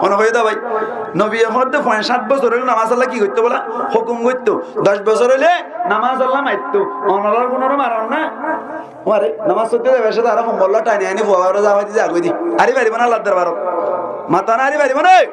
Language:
Rohingya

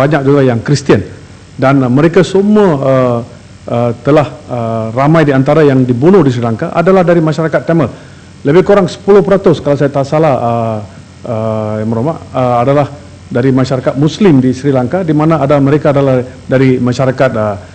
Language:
Malay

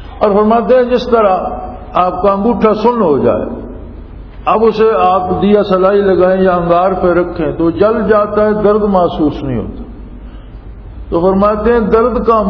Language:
Urdu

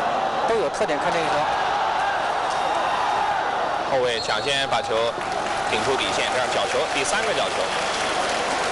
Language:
Chinese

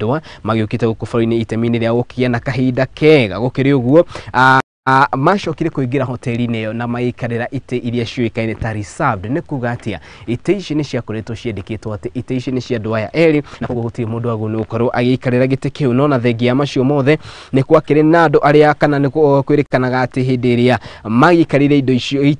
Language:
Kikuyu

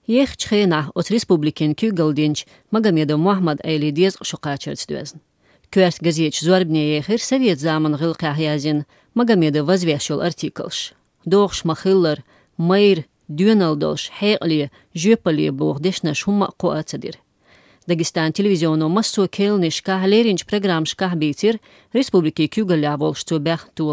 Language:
Chechen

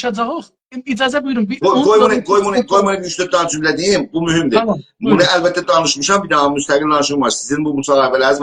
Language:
South Azerbaijani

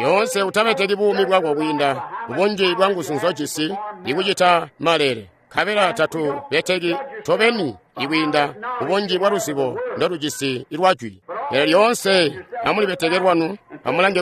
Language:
Tonga (Zambia)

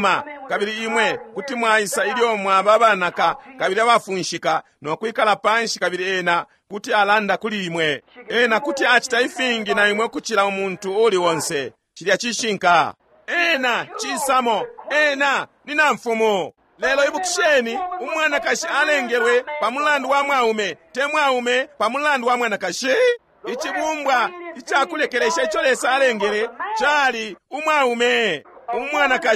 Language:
Bemba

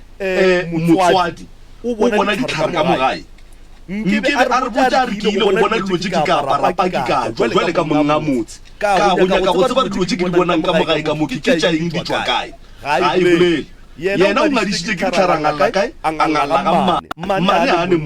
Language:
Northern Sotho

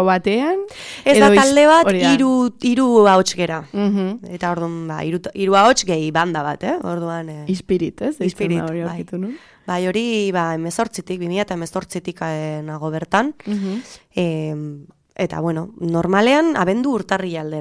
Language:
Basque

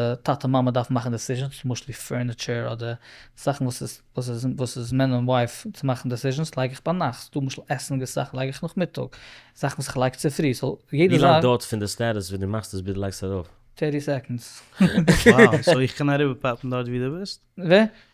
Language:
Yiddish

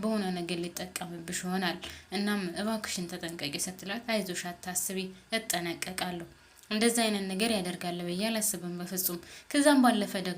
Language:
Amharic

